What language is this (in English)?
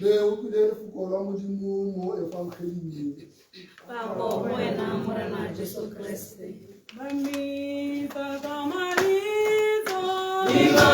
Tswana